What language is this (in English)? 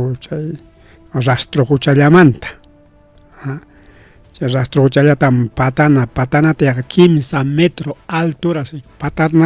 Ayacucho Quechua